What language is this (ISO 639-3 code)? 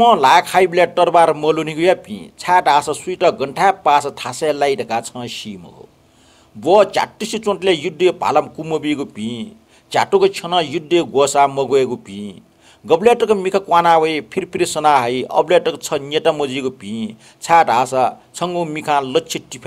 new